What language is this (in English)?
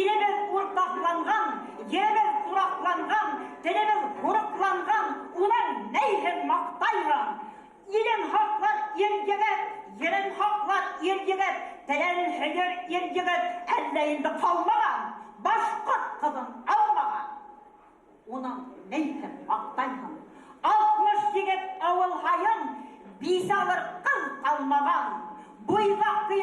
Bashkir